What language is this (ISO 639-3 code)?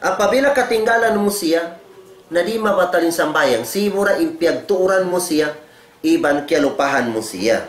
tsg